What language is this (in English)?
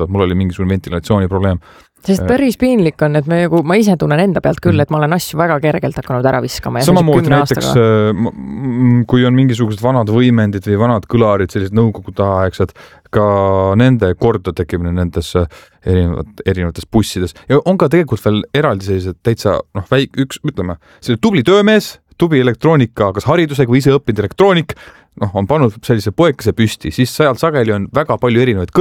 Estonian